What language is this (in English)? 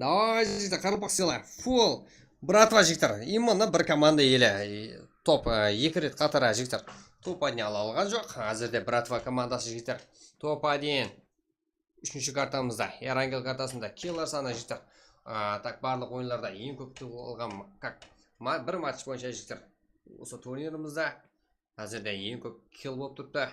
Kara-Kalpak